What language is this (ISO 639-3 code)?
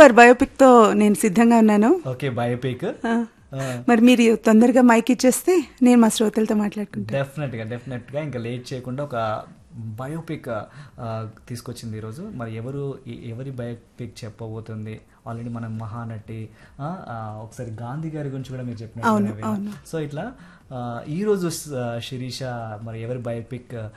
tel